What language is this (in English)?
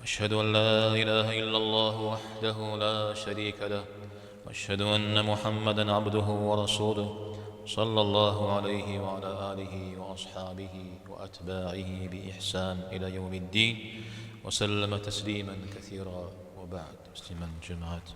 Kabardian